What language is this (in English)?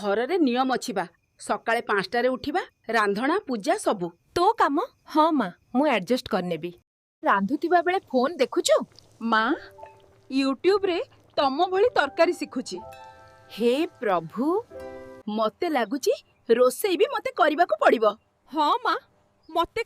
Odia